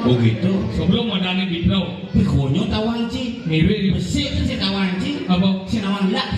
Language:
Balinese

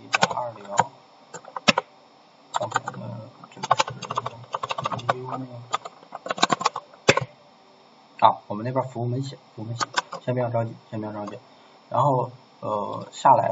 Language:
Chinese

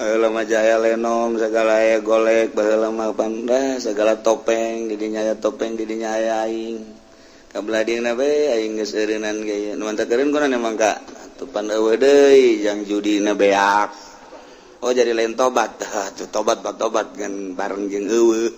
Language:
Sundanese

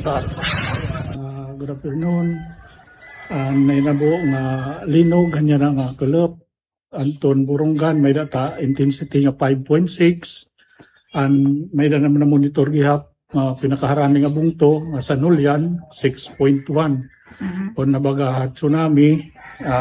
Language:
Waray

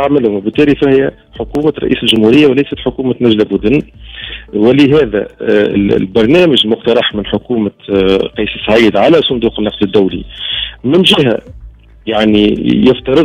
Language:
Tunisian Arabic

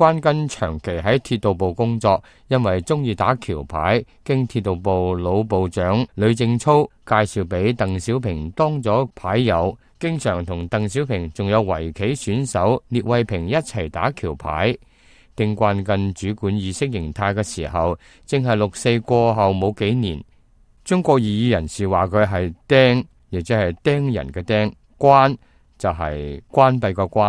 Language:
Cantonese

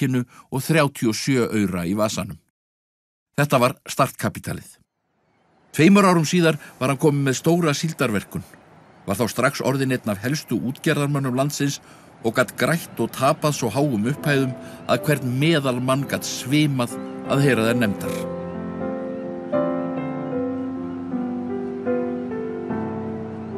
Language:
Icelandic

